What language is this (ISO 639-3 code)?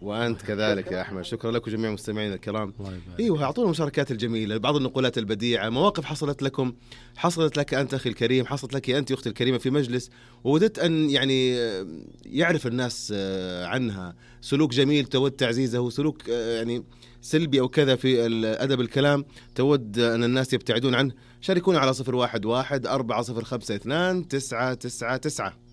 ars